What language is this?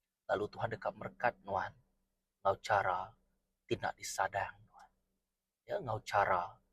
Iban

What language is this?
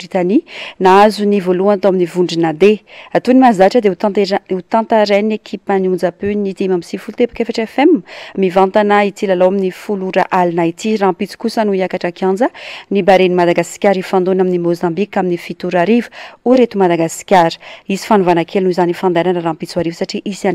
Malagasy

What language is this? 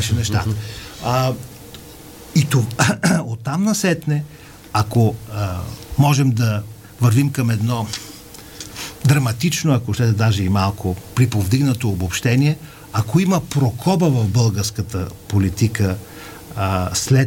Bulgarian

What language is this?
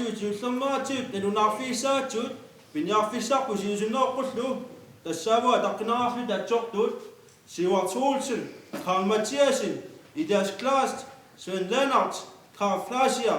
Kalaallisut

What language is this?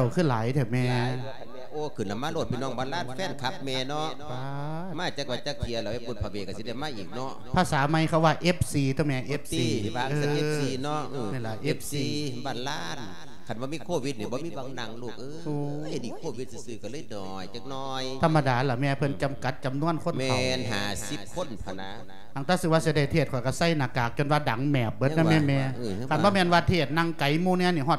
Lao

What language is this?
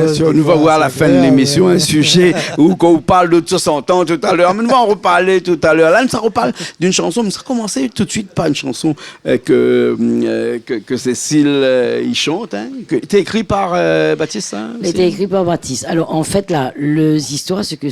Réunion Creole French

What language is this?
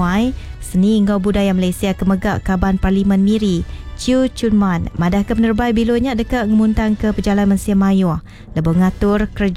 Iban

